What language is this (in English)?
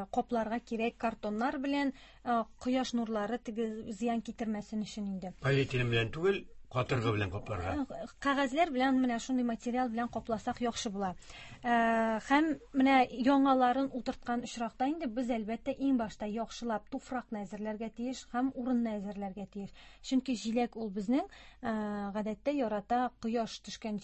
Tatar